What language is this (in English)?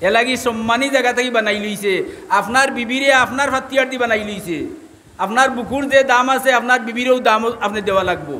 Sylheti